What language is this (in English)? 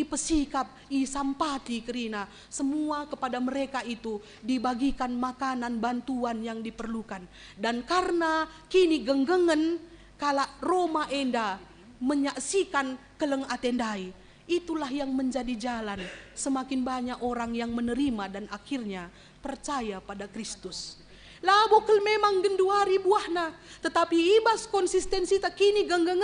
Batak Karo